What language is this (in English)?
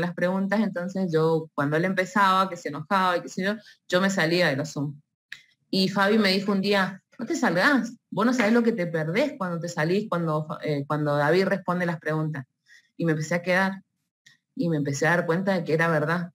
Spanish